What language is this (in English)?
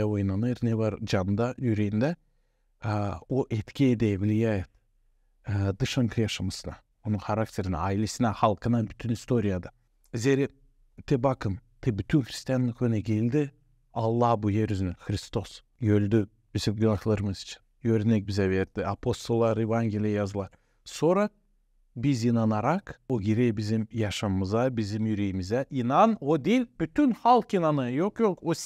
Gagauz